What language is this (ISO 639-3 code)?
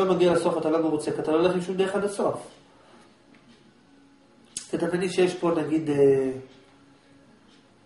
heb